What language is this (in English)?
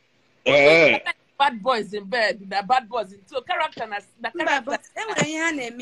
Igbo